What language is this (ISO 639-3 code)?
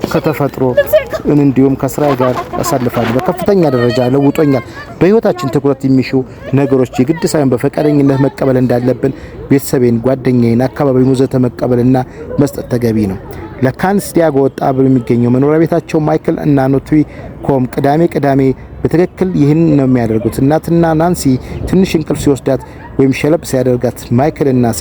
amh